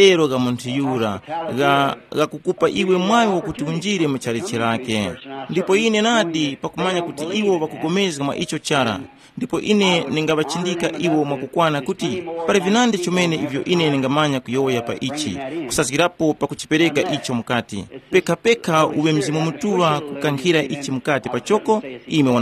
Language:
Tumbuka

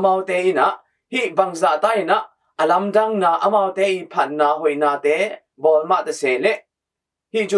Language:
Tedim Chin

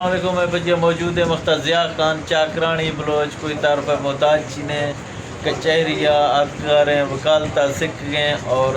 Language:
Eastern Balochi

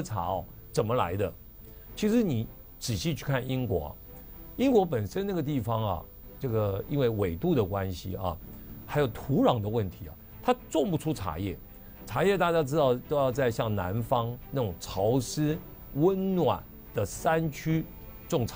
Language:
Chinese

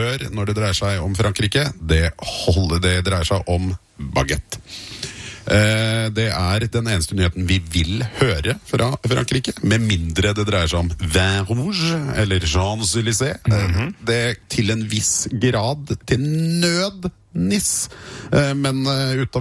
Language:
Norwegian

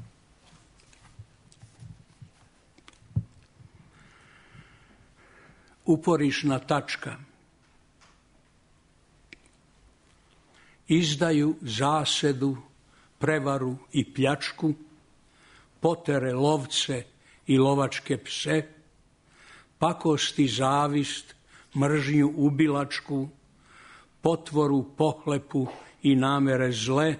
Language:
Serbian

